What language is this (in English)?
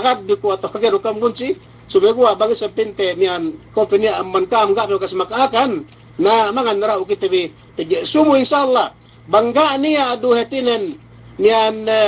Yakan